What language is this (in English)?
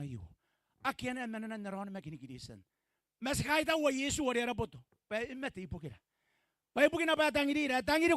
Gilbertese